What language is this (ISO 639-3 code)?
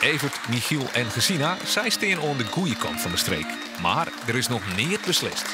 fry